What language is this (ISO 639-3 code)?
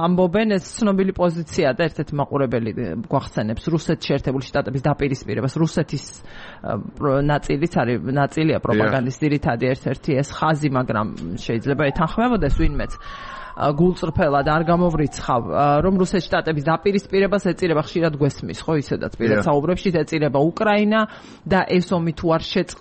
kat